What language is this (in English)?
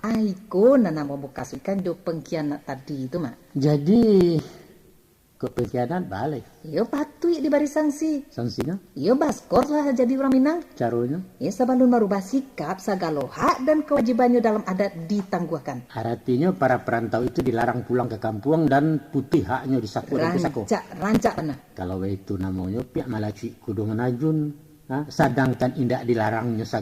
Minangkabau